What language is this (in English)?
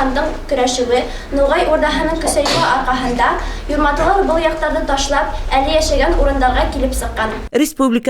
Bashkir